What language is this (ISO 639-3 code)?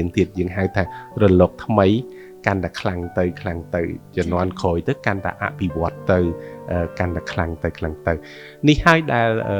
khm